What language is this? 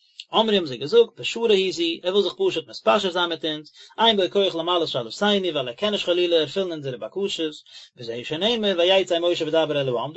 Yiddish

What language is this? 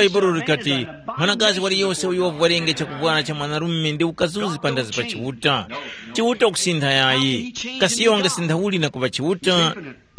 Tumbuka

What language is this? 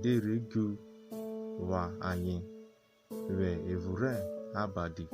Urhobo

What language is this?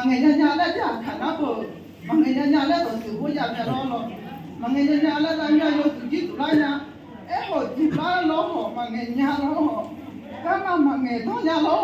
Akha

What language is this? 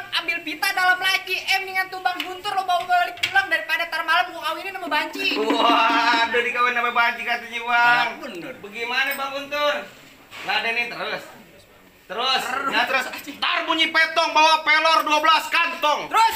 Betawi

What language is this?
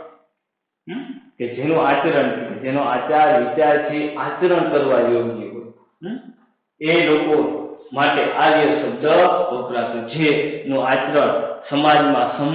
Gujarati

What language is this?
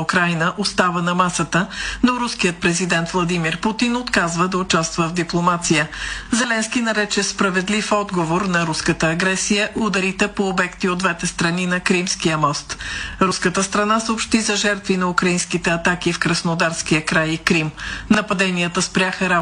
Bulgarian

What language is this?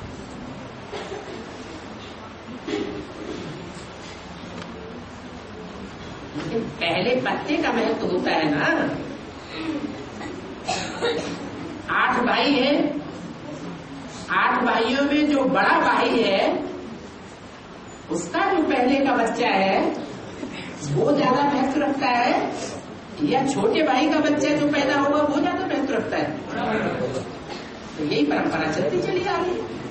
Hindi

